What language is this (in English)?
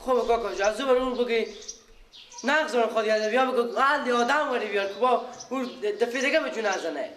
Persian